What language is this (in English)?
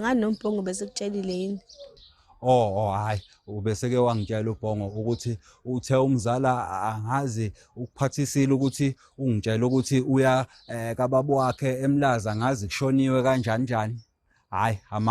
Zulu